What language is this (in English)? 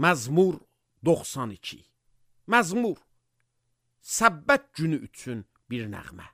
Azerbaijani